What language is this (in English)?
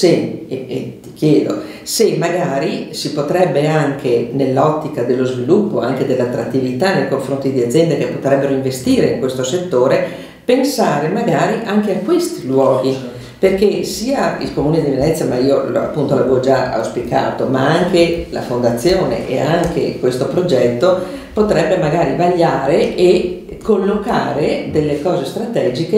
Italian